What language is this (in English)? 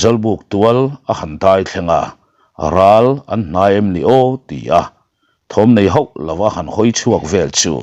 Mizo